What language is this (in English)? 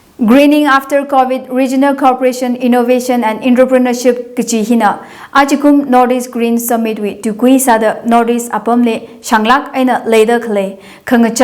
Tangkhul Naga (India)